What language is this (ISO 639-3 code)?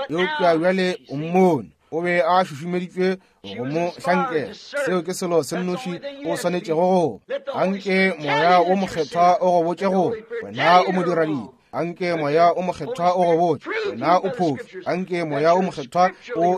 nso